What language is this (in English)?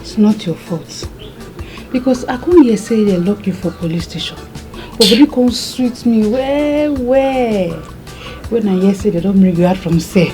Nigerian Pidgin